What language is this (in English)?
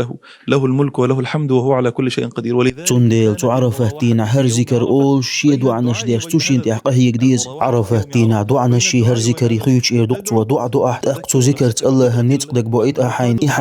Chechen